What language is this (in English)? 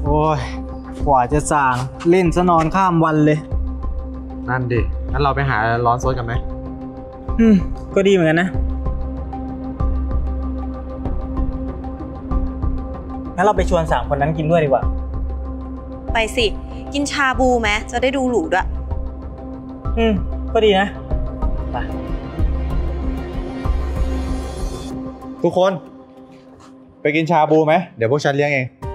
Thai